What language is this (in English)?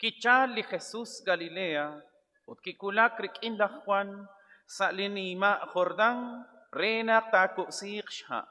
Kekchí